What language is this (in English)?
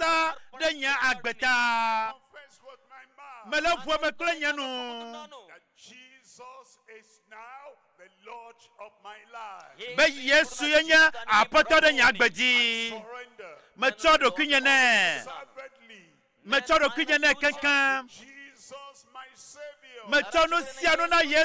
Ewe